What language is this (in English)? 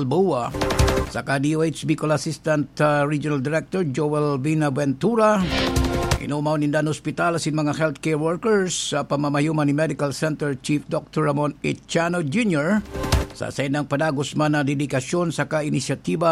Bikol